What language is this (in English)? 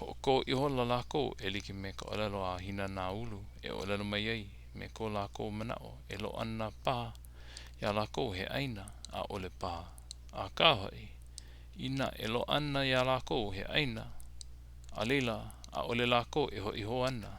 Hawaiian